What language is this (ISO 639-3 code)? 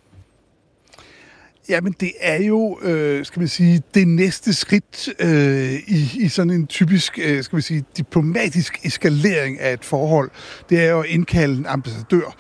dan